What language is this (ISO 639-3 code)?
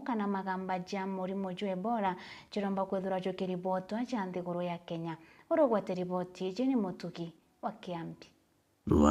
mer